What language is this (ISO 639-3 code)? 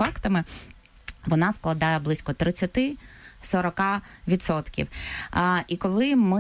ukr